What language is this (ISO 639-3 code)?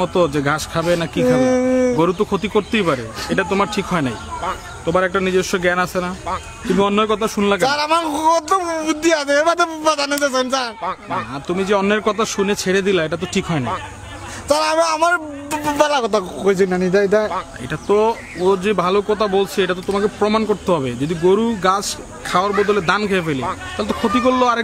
syl